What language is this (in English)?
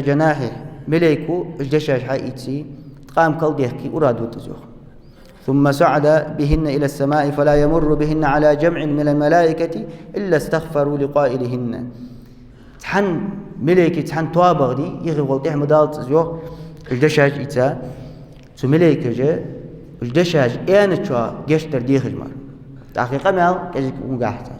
Ingush